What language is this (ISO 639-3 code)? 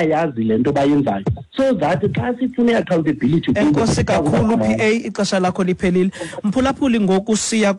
xho